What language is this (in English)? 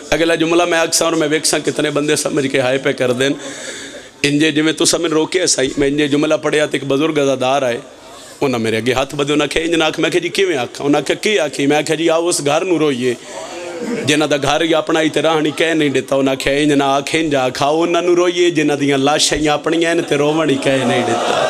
Pahari-Potwari